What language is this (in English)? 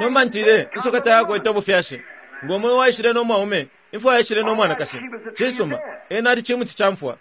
Bemba